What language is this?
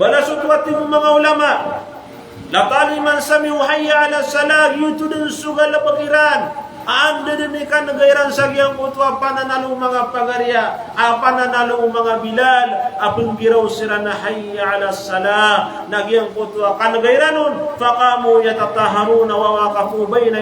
Maranao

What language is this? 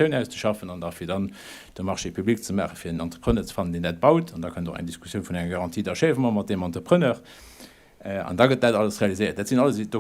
Luxembourgish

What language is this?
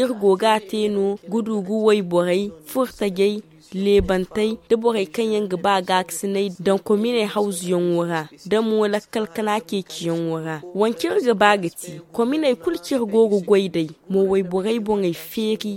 Zarma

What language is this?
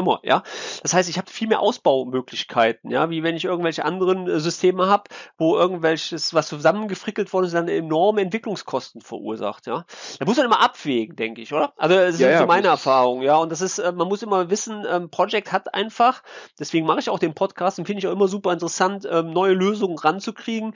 German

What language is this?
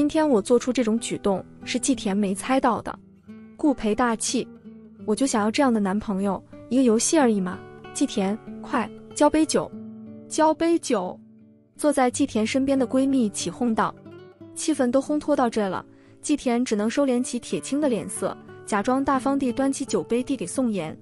Chinese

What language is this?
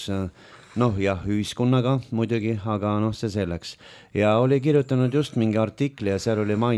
Estonian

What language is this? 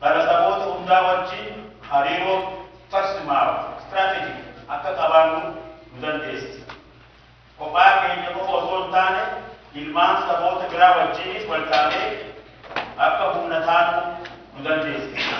Oromo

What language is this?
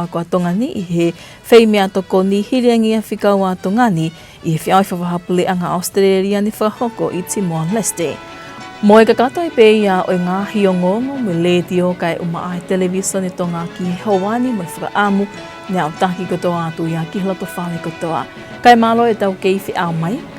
Tongan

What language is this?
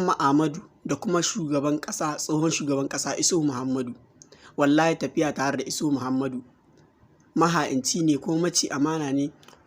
Hausa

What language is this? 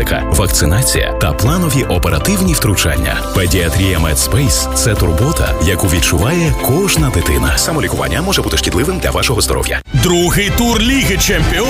Ukrainian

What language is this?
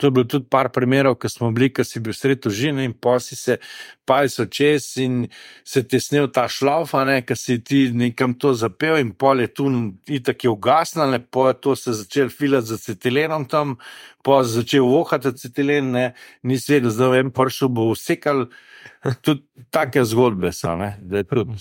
Slovenian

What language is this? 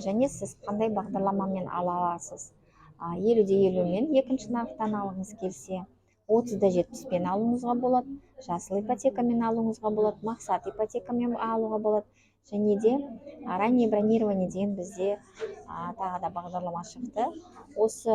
Kazakh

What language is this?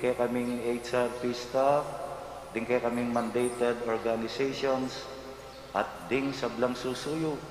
Pampanga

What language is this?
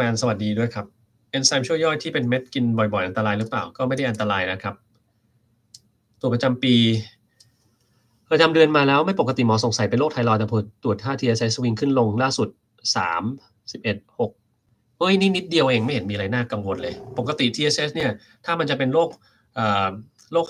Thai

